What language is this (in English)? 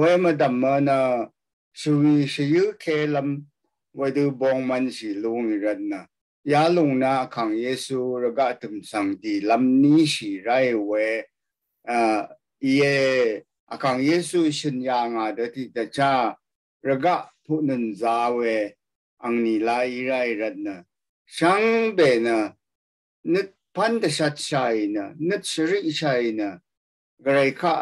Rawang